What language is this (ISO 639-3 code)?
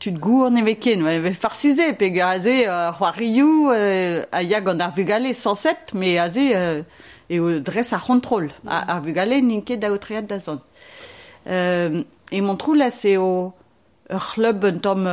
bre